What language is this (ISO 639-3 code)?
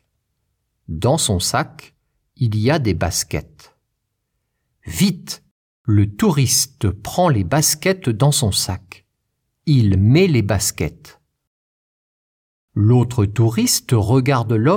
fra